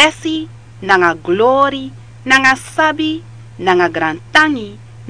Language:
Sranan Tongo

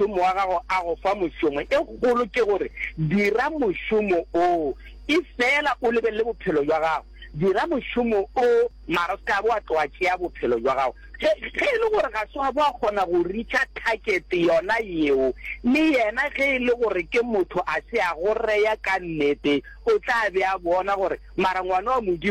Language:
Northern Sotho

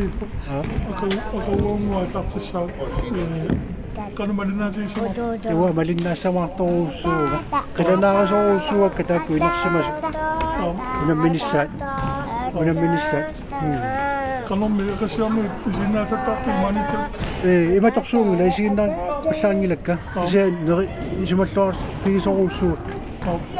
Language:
Kalaallisut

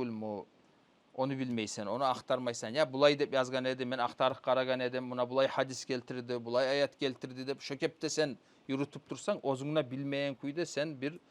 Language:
Kumyk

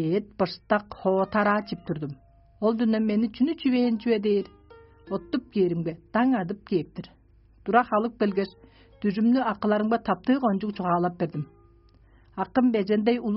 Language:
Tuvinian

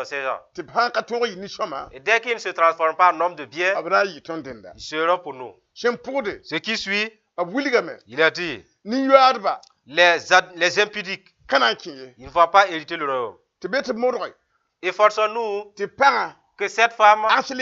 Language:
Mossi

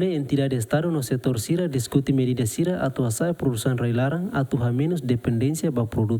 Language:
Tetum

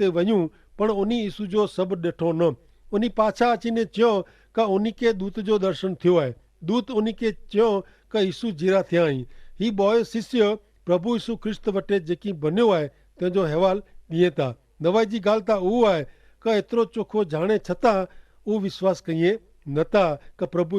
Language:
Kachhi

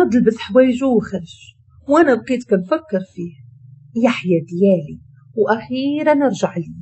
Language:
Moroccan Arabic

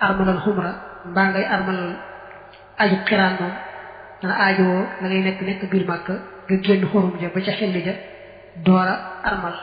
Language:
Wolof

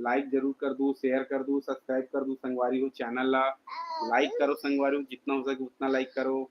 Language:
Chhattisgarhi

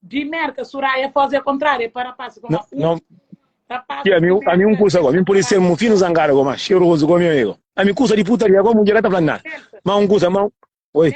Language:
Kabuverdianu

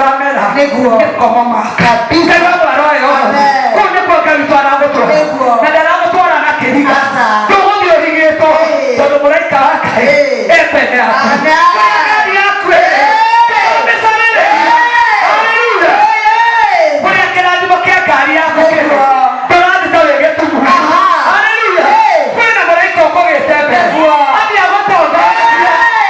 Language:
Kikuyu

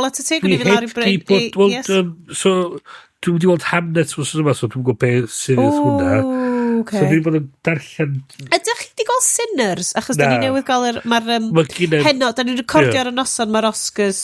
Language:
Welsh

